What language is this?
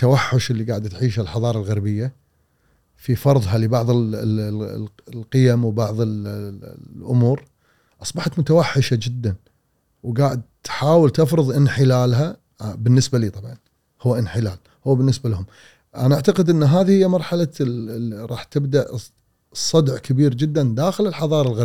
Gulf Arabic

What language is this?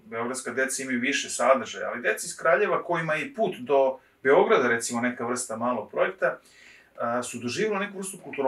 Serbian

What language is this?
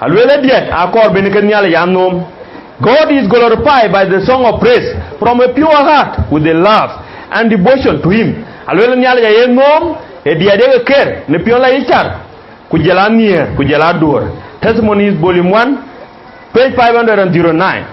Dinka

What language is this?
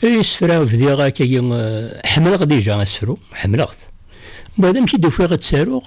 Kabyle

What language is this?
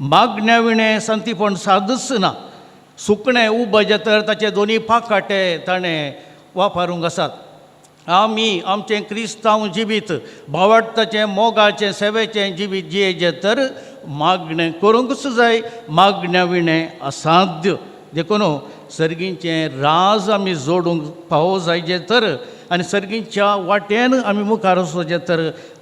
Konkani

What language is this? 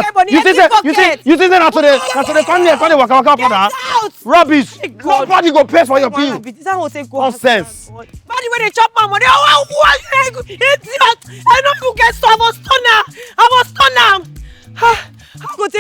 Nigerian Pidgin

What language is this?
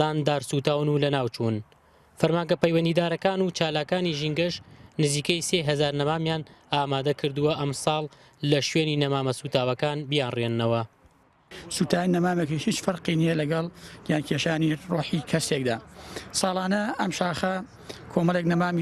Central Kurdish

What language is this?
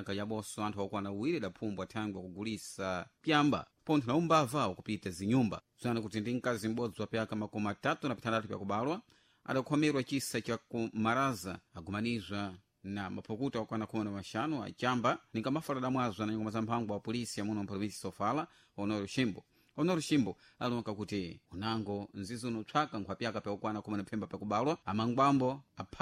Sena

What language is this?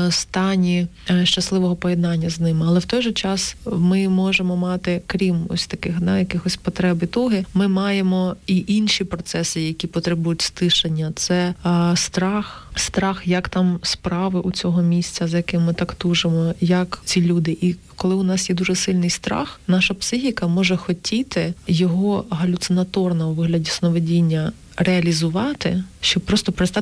Ukrainian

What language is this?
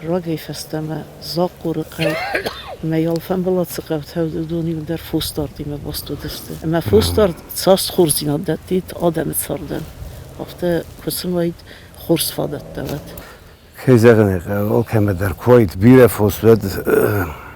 Ossetic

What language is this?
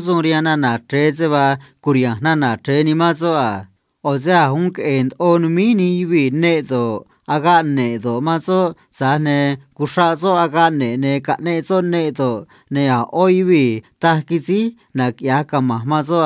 Copala Triqui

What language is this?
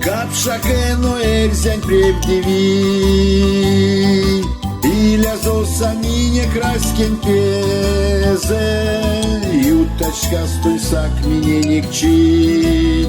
Erzya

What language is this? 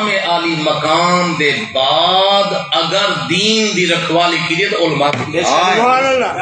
Saraiki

